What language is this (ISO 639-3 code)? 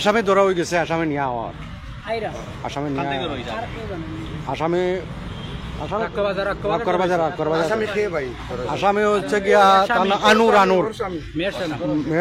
syl